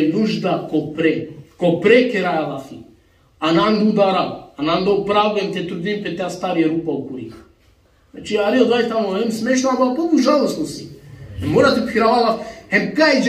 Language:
Balkan Romani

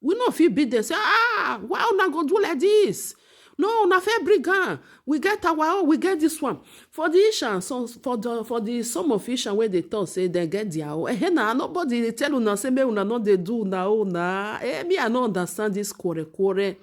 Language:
Nigerian Pidgin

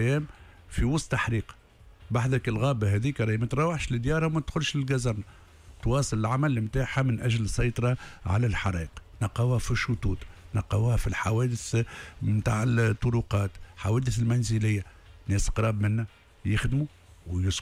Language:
Tunisian Arabic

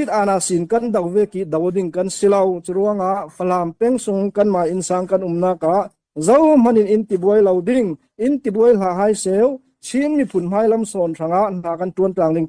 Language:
Falam Chin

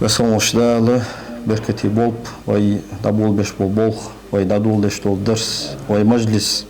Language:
Ingush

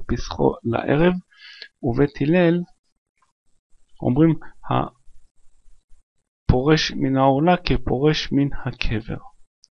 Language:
Hebrew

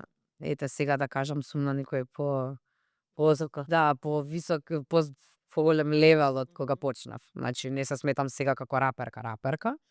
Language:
Macedonian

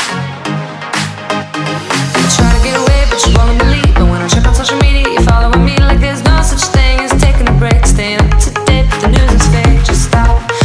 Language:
English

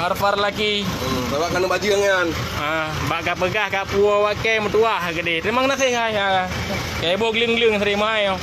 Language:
Achinese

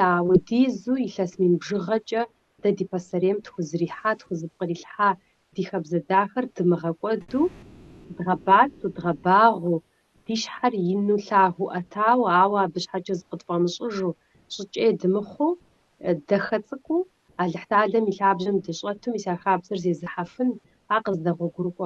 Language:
Kabardian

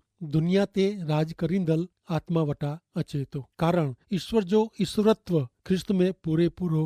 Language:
Kachhi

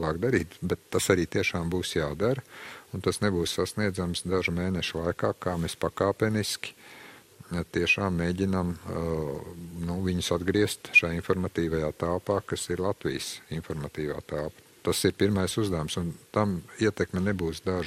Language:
Latvian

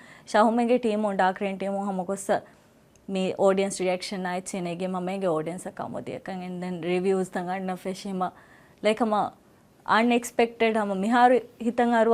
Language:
Divehi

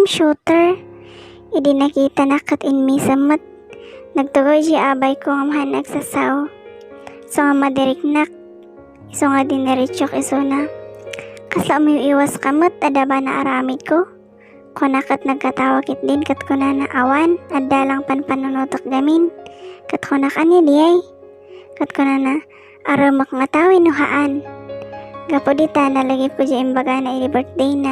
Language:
Iloko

